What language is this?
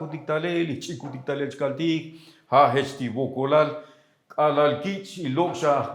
Tzotzil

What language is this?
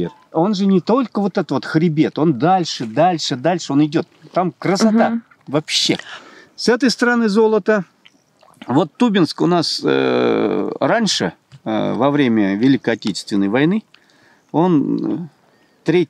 Russian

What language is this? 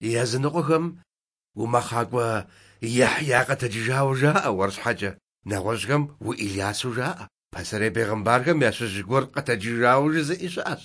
Kabardian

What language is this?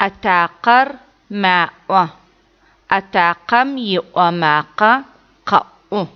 Adyghe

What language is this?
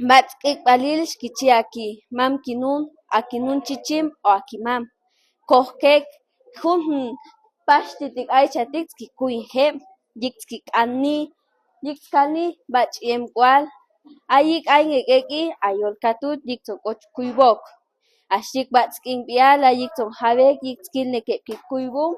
Chuj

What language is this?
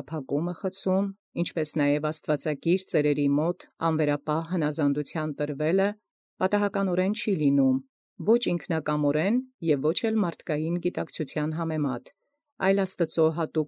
Armenian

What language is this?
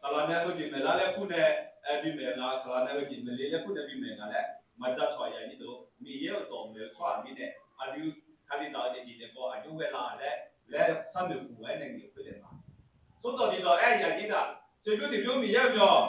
Akha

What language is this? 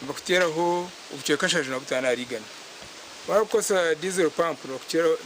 Nyankole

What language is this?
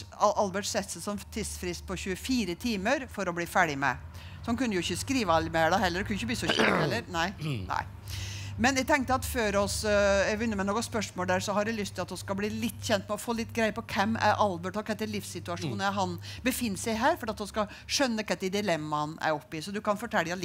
Norwegian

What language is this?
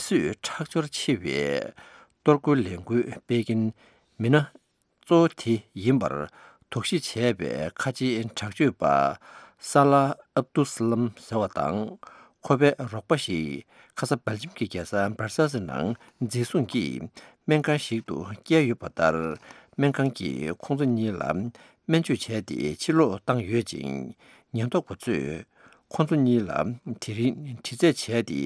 Tibetan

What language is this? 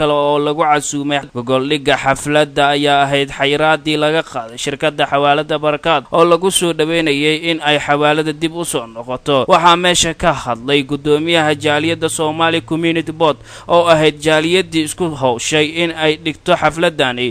Somali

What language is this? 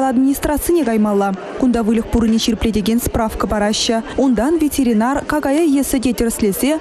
Chuvash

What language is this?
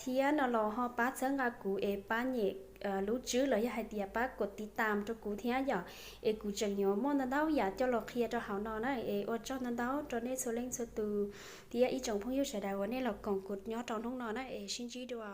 Hmong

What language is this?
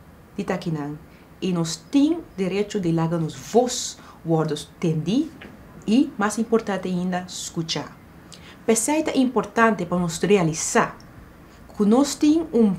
Papiamento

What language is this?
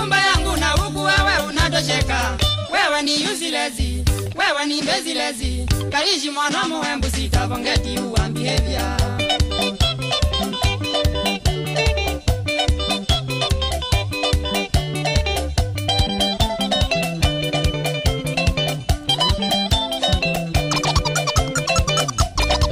Swahili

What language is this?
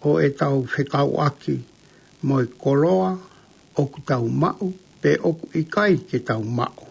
Tongan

